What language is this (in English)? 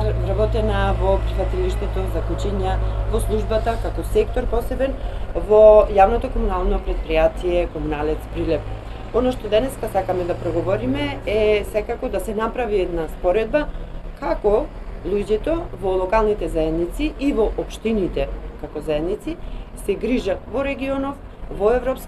Macedonian